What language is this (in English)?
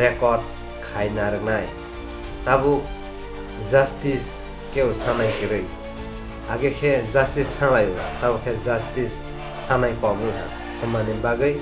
Kok Borok